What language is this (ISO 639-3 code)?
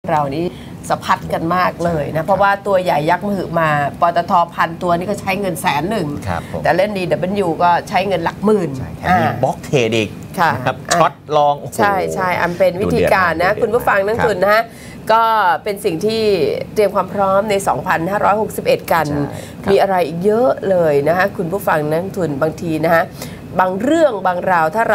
tha